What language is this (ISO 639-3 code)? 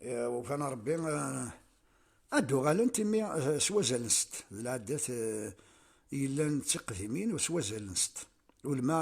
kab